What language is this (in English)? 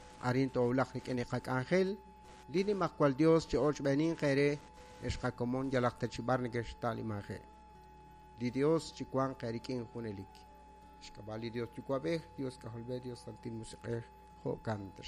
Kekchí